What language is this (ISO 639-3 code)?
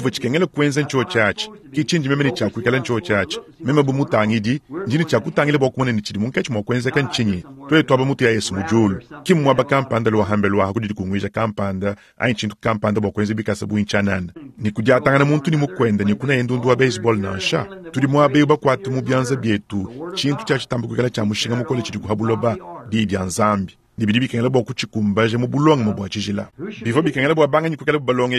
lua